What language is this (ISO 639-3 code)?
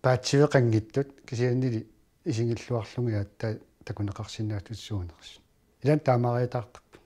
kal